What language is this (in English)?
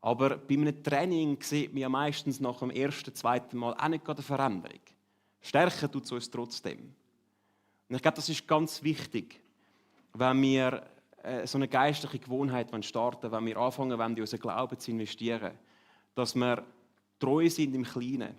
Swiss German